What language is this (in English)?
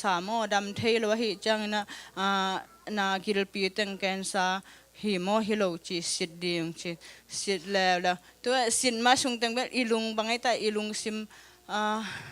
Tedim Chin